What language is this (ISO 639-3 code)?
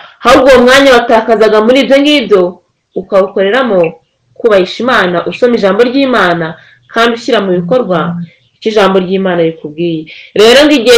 kin